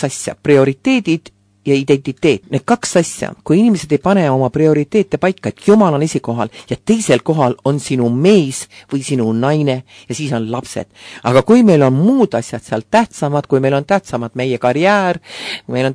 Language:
Estonian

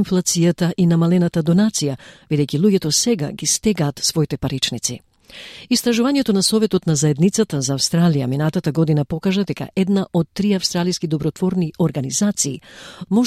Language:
Macedonian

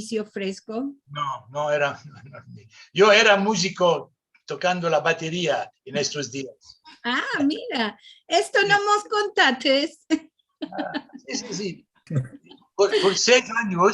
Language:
Ladino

